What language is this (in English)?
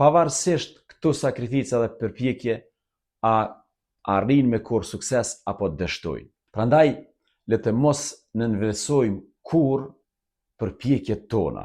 Albanian